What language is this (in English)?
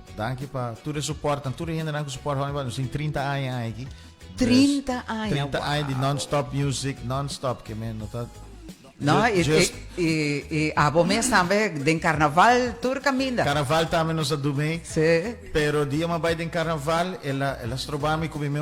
Papiamento